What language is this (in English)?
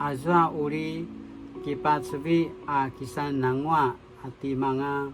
Paiwan